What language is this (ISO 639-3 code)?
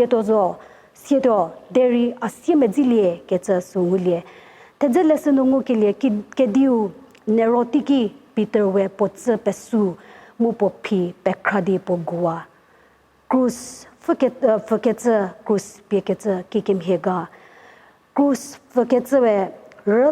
njm